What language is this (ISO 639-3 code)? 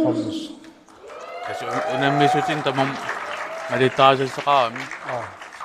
kal